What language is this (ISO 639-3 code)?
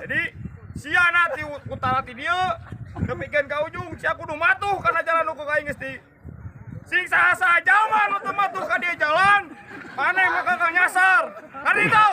sun